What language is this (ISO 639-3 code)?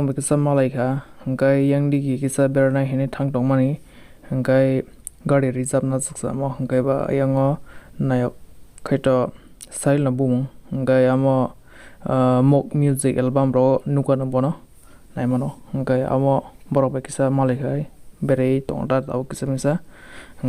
trp